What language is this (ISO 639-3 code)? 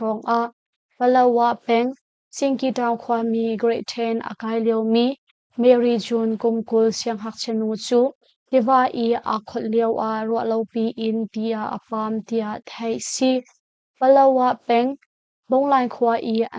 cnh